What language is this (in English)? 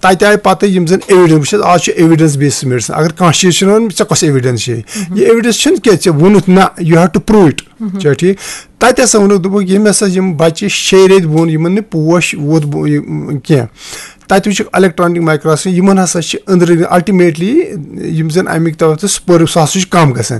Kashmiri